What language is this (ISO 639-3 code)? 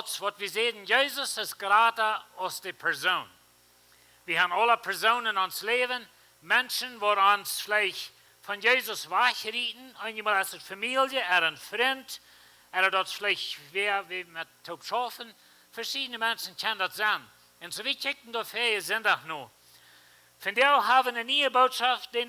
pdt